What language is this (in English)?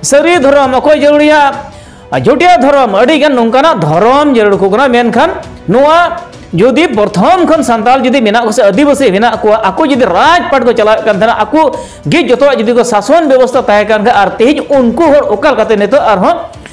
Santali